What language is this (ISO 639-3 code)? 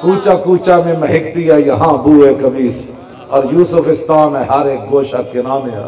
lah